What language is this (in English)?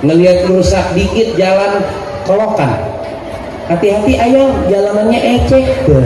Betawi